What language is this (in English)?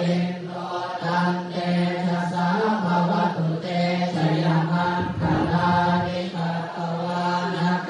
Pali